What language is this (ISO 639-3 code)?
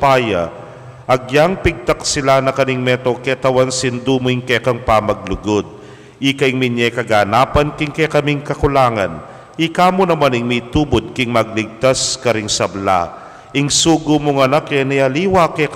pam